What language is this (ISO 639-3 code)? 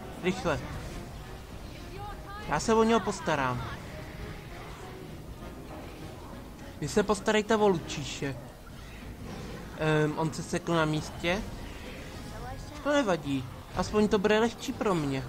ces